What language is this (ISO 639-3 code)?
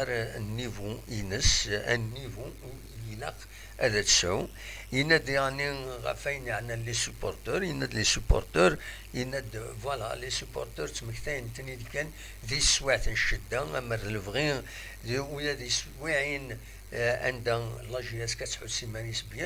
kab